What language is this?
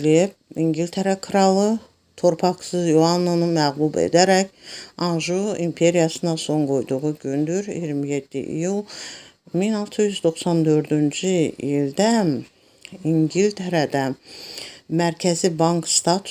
Azerbaijani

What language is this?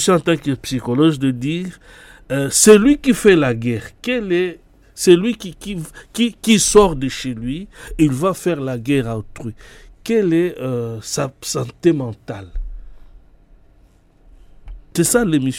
French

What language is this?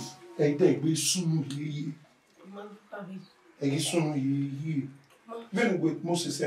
Bini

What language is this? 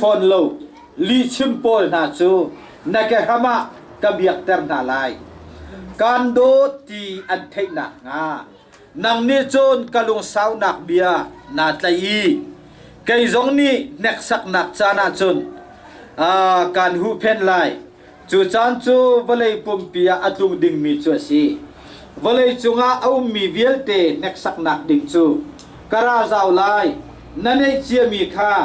Hakha Chin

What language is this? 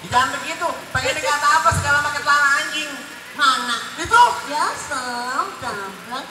Betawi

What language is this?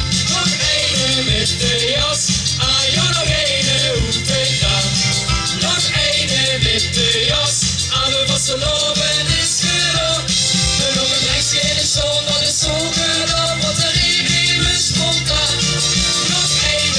Limburgish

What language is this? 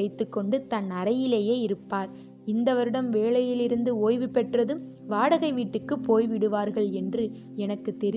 Tamil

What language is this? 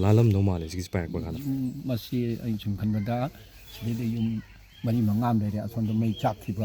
Manipuri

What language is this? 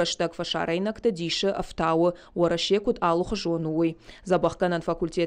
Ossetic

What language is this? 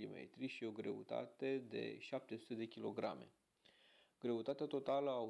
Romanian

